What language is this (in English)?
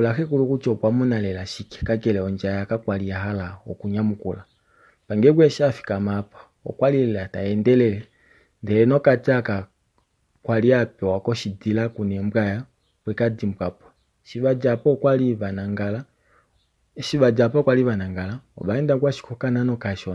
Kuanyama